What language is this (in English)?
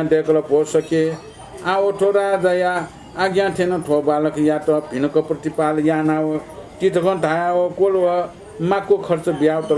Newari